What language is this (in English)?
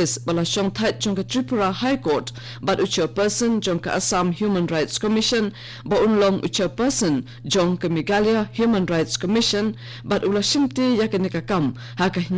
Khasi